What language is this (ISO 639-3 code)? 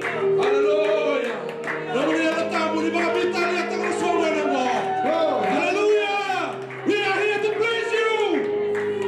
fij